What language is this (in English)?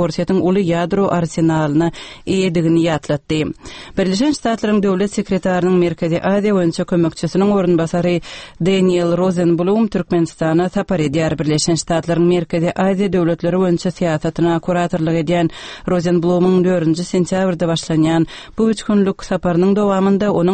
Turkmen